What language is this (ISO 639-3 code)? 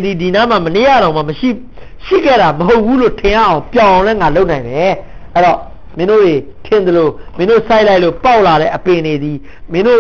mya